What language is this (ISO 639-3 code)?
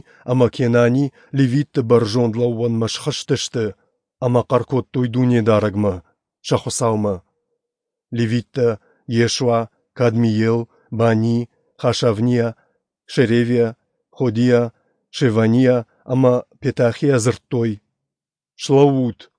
oss